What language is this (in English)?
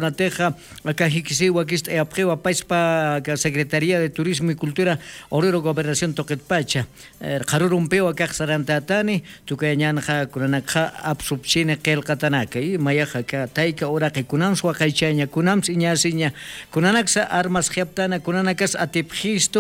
Aymara